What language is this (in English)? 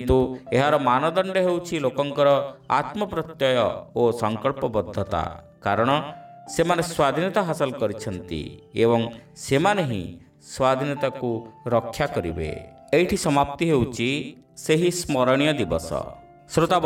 Odia